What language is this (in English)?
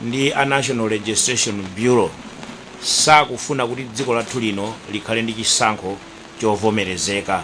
Nyanja